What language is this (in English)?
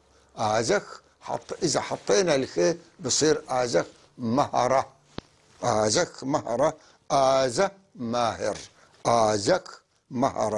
North Levantine Arabic